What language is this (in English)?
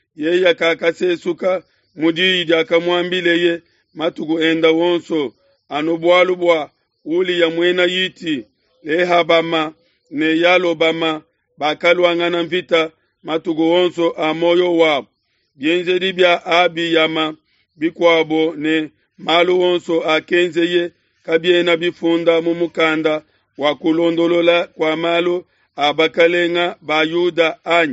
Luba-Lulua